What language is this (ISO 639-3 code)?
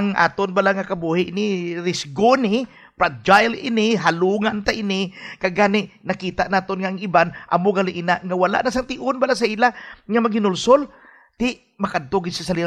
hil